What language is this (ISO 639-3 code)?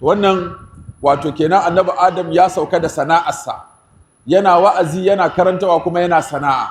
hau